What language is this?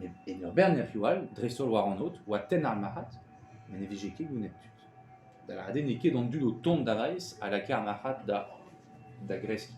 Breton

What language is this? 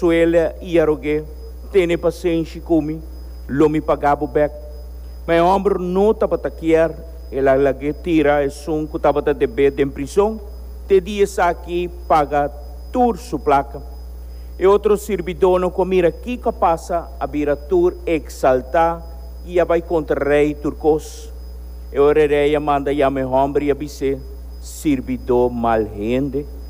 Papiamento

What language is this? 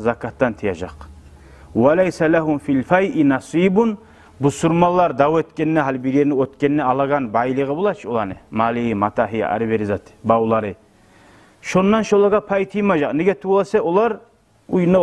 Kumyk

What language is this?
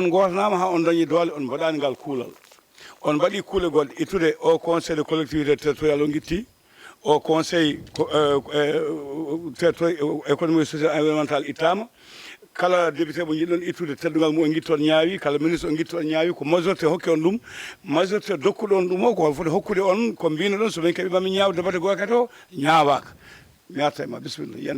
Fula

